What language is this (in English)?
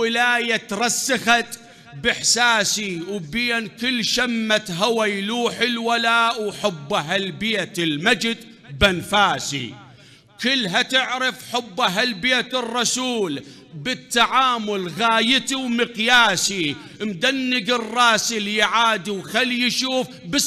Mesopotamian Arabic